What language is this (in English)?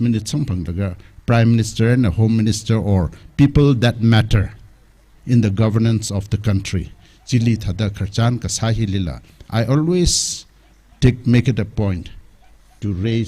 Tangkhul Naga (India)